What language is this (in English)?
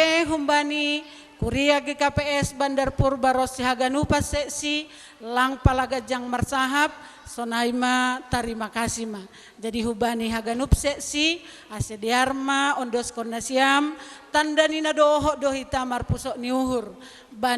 Batak Simalungun